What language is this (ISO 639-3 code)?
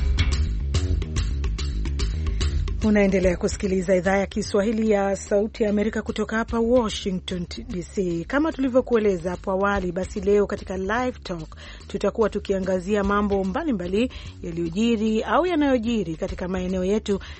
swa